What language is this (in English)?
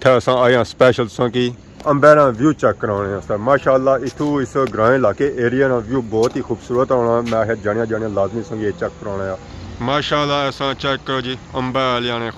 Pahari-Potwari